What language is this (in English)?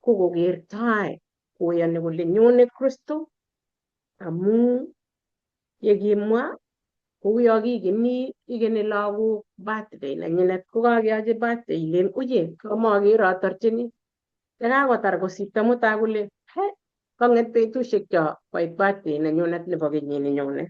Kalenjin